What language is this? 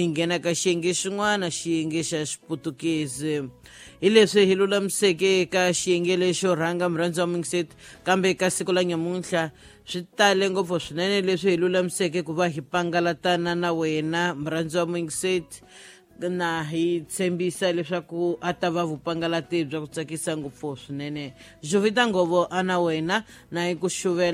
Tsonga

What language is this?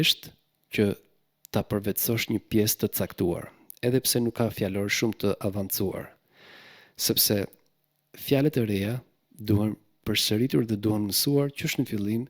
Albanian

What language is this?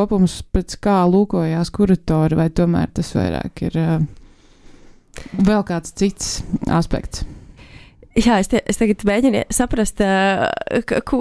Latvian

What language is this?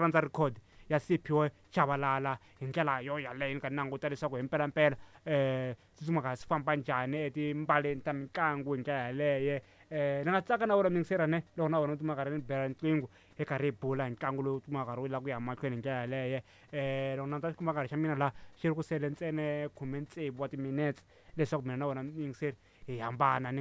Tsonga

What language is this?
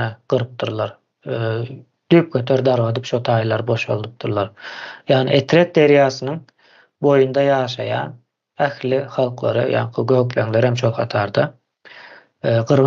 Turkmen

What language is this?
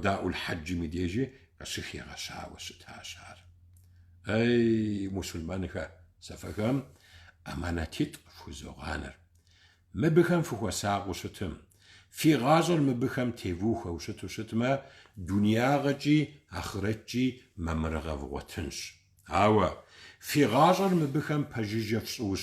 Kabardian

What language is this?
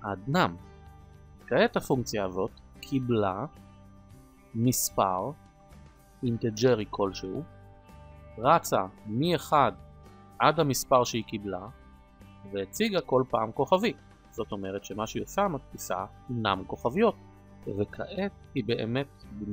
Hebrew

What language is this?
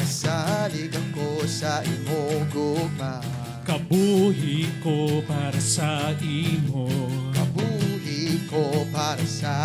Hiligaynon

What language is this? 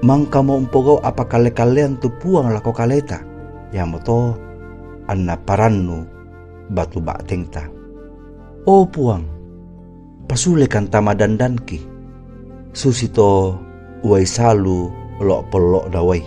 Toraja-Sa'dan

